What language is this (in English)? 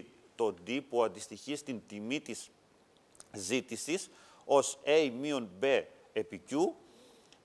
Greek